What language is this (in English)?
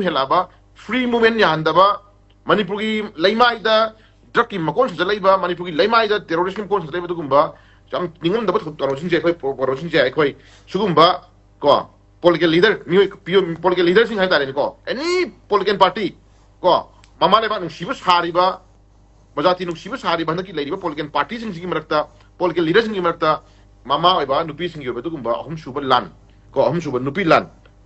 Manipuri